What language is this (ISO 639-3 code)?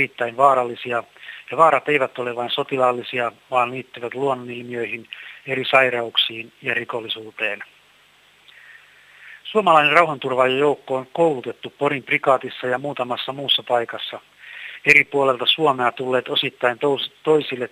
fin